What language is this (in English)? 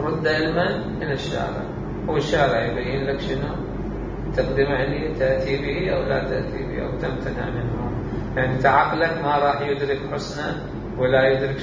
Mesopotamian Arabic